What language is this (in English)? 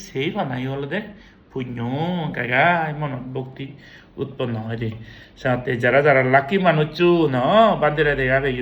Chakma